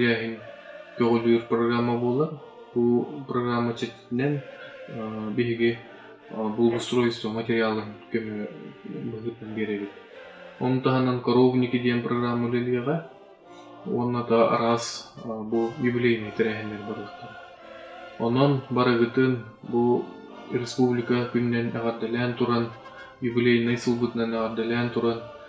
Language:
Yakut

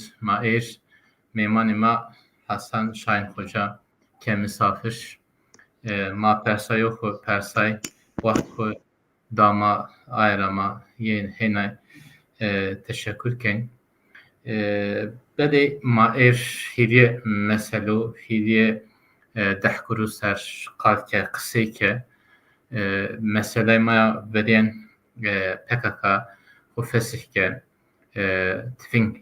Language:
Zaza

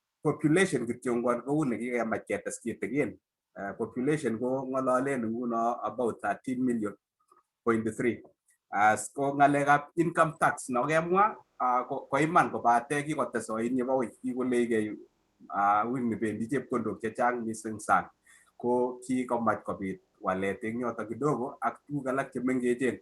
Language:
Kalenjin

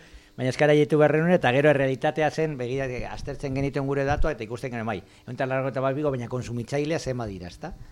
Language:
Basque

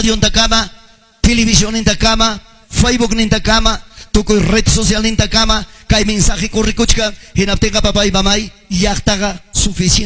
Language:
Ayacucho Quechua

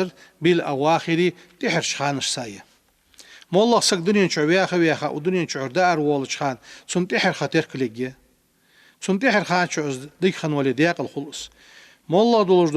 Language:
Ingush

